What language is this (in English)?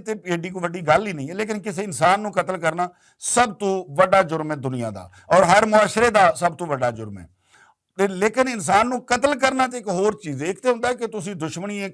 Western Panjabi